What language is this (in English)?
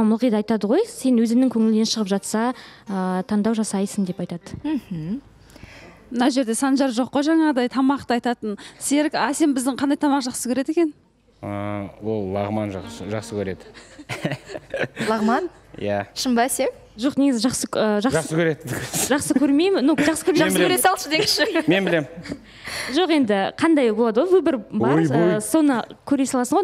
Kazakh